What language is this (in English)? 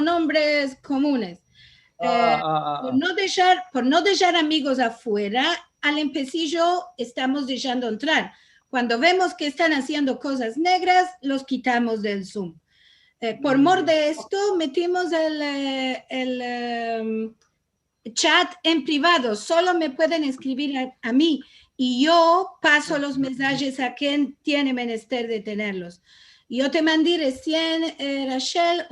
Ladino